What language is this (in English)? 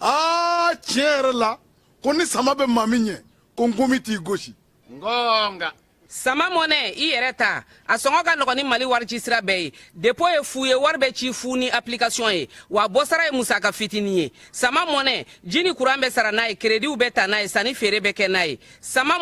Bambara